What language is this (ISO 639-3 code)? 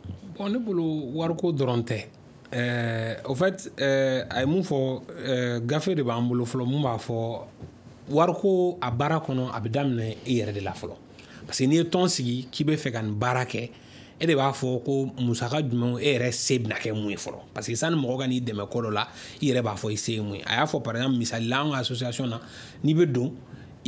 bam